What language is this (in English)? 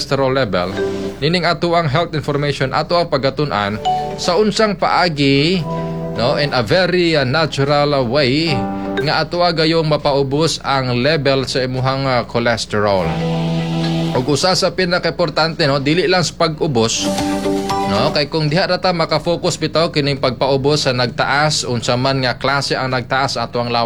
Cebuano